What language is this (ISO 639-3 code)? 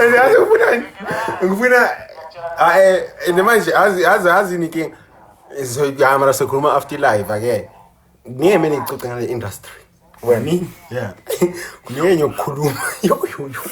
zul